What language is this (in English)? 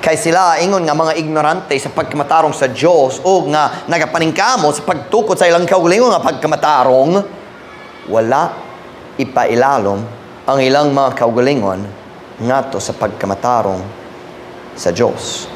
Cebuano